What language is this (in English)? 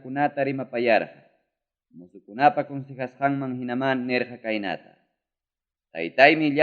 Ayacucho Quechua